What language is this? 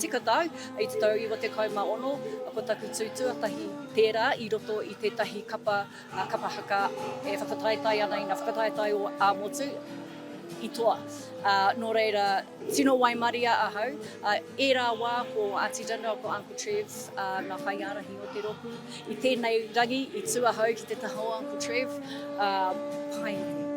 Māori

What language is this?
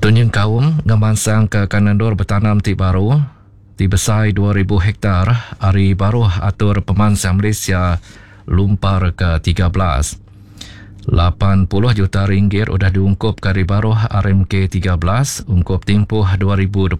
Iban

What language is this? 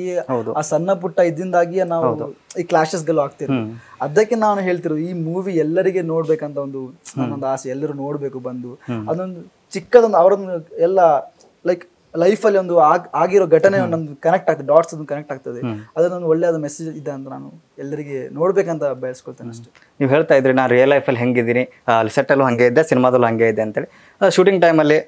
Kannada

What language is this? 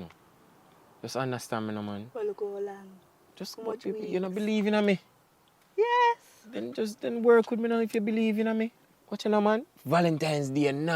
Jamaican Creole English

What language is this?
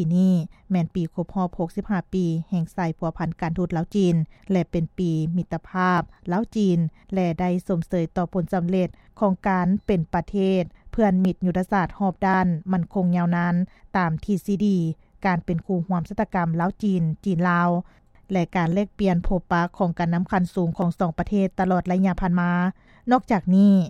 Lao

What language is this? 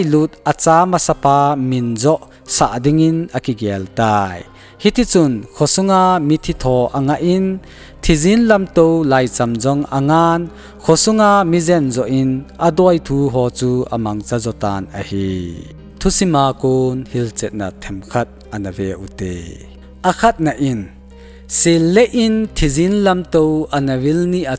Thado Chin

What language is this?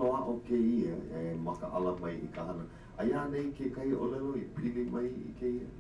Hawaiian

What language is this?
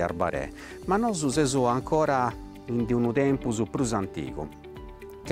Sardinian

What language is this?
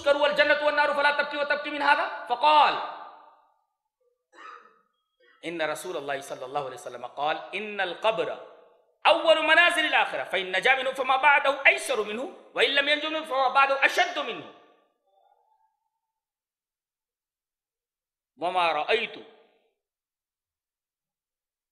Urdu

